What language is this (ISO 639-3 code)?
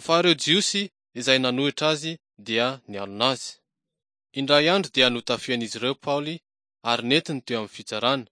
mlg